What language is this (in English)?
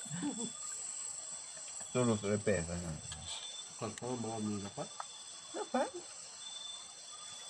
Malay